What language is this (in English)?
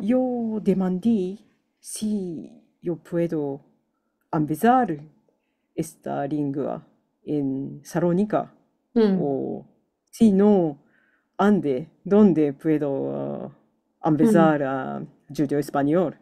Ladino